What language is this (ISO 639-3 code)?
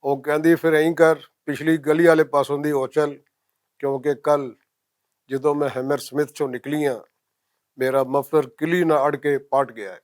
lah